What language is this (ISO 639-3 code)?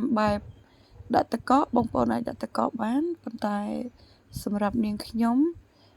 khm